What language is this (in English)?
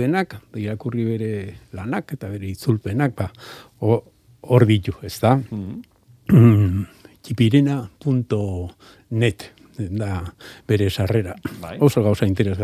Basque